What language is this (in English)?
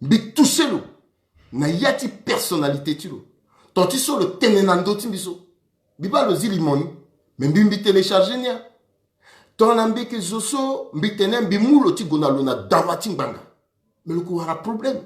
Sango